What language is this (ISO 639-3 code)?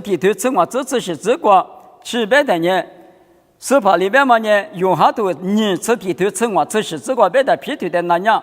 lis